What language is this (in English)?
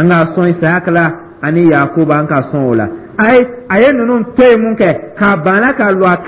Dyula